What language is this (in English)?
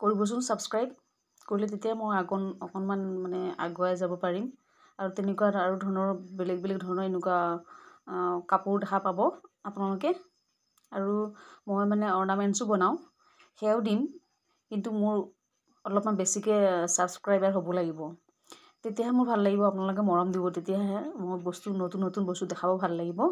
Assamese